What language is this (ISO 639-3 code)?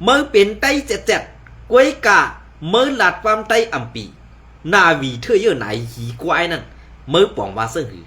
shn